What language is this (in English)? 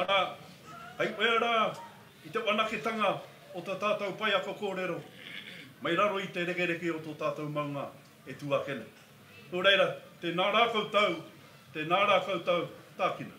Māori